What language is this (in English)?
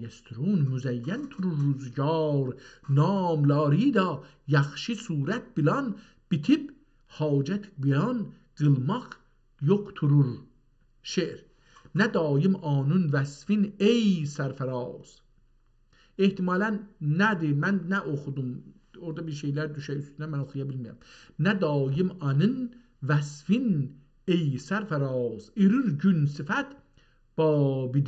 South Azerbaijani